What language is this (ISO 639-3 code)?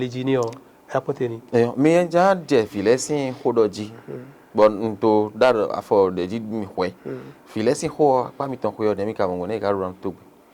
fon